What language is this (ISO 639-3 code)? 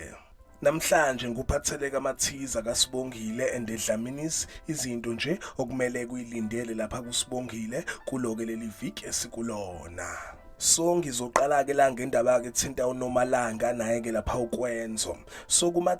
zul